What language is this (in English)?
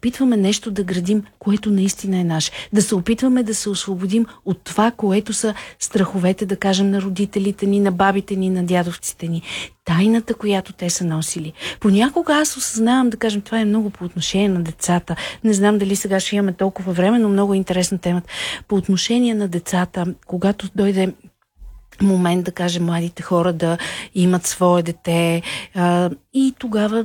Bulgarian